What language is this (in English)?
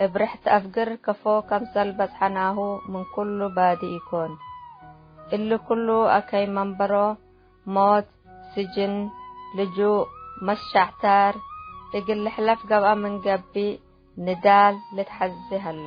Tigre